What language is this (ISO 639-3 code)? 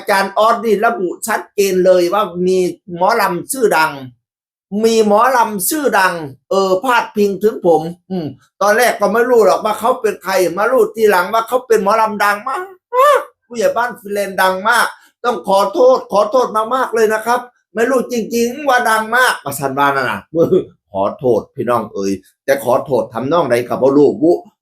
tts